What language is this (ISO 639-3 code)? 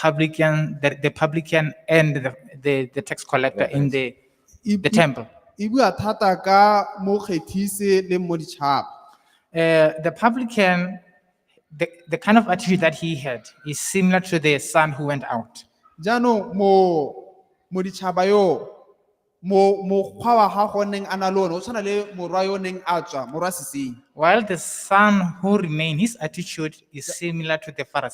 tsn